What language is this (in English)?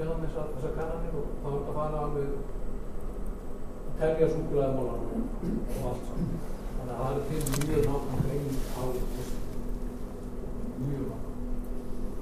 Icelandic